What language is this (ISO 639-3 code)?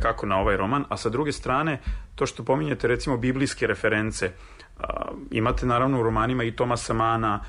srp